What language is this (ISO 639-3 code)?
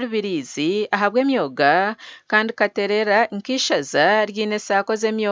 nyn